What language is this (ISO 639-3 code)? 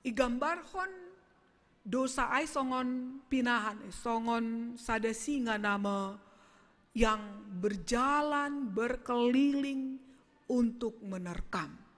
bts